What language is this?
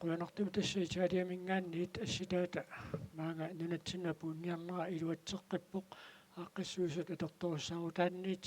Kalaallisut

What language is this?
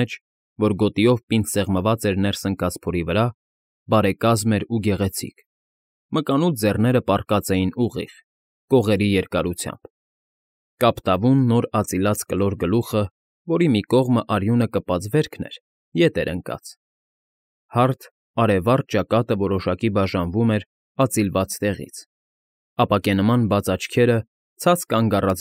Armenian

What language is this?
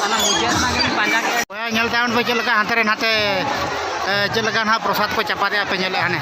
Santali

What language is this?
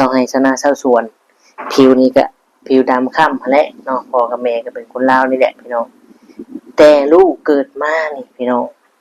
Northeastern Thai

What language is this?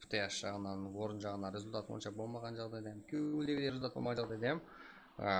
Kara-Kalpak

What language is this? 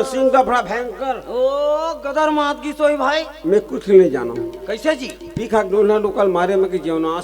Chhattisgarhi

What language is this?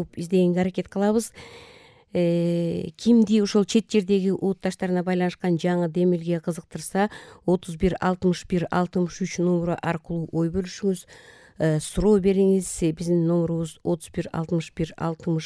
Kyrgyz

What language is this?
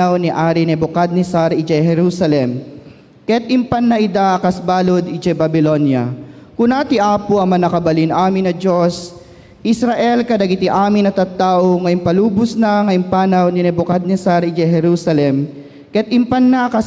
Iloko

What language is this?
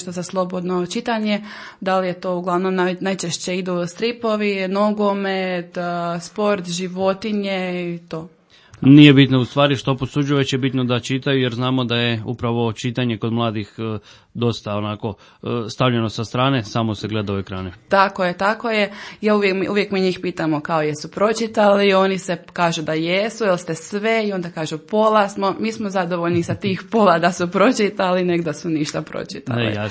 Croatian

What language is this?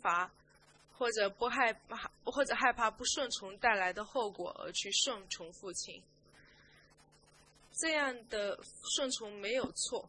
Chinese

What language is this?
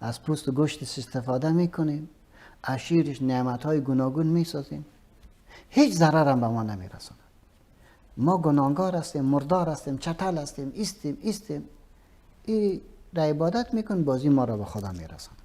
Persian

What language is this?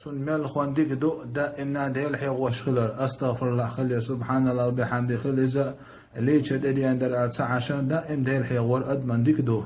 Chechen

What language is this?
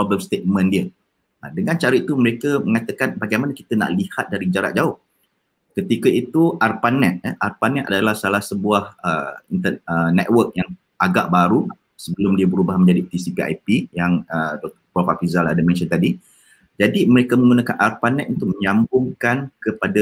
Malay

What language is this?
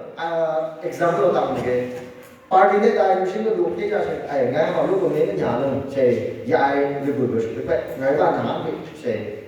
Phom Naga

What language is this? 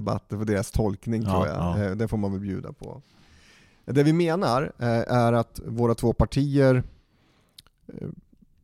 Swedish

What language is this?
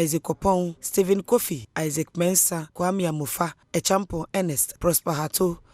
Akan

